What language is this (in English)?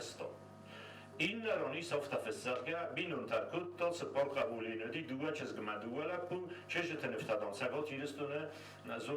Ossetic